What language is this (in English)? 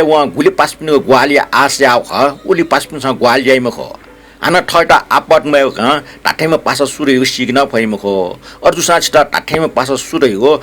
Newari